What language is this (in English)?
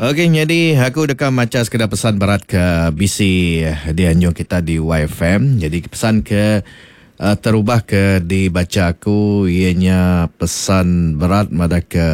Iban